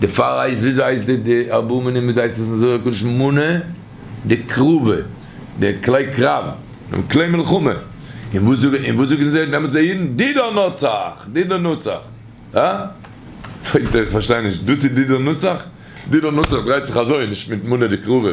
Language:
Yiddish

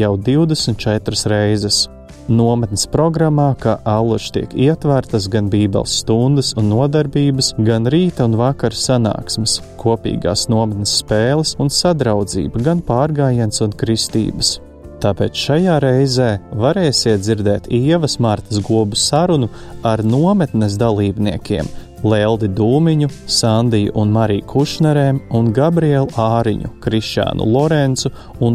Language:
Latvian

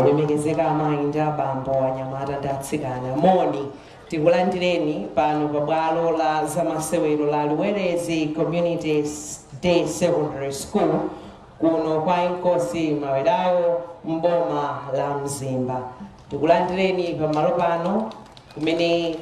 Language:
Nyanja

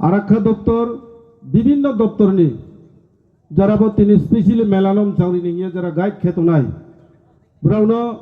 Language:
Riang (India)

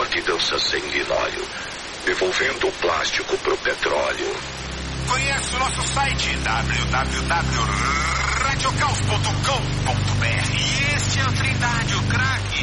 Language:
Portuguese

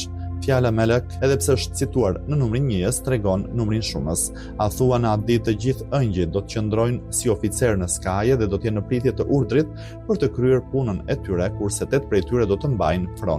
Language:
Albanian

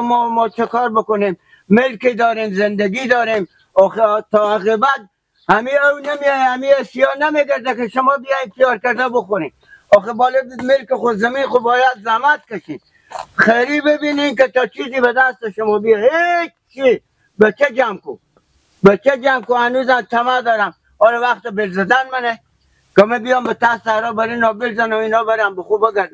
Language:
Persian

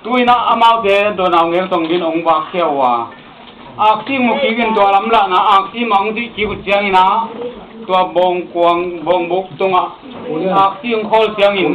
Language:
Tedim Chin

